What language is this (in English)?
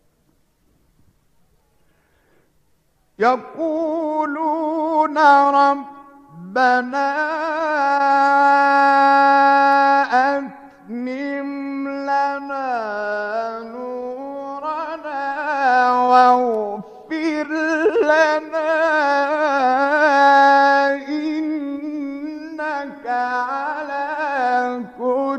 Arabic